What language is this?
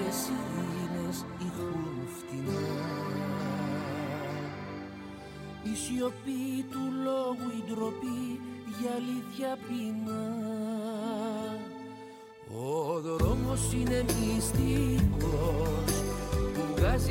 Greek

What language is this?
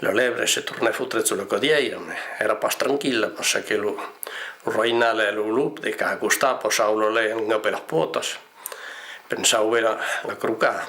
Occitan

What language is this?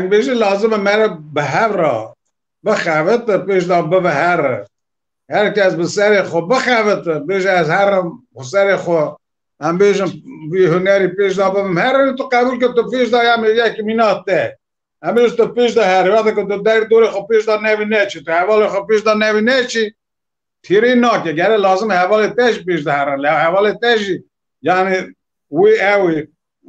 Kurdish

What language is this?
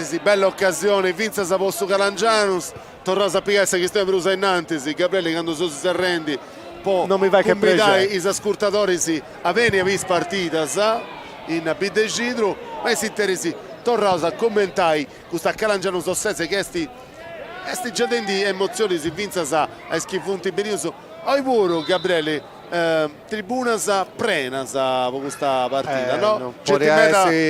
Sardinian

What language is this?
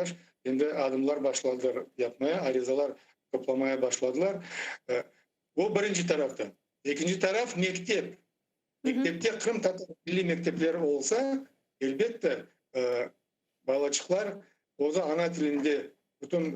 Crimean Tatar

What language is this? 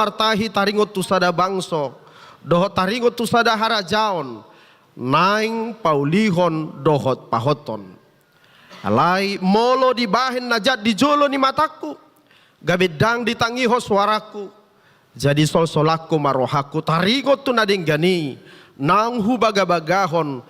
Batak Toba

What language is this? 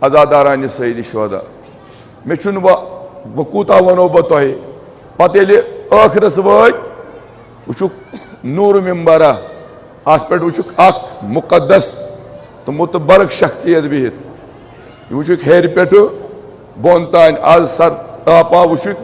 Kashmiri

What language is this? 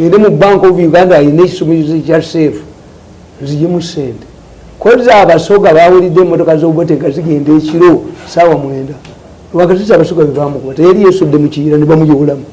Ganda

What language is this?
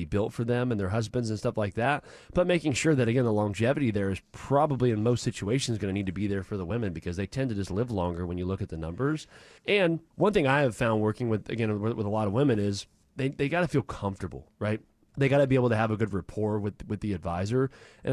English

